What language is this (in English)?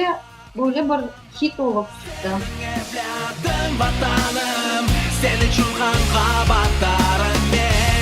Crimean Tatar